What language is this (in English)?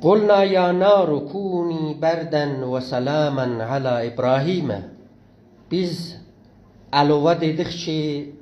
South Azerbaijani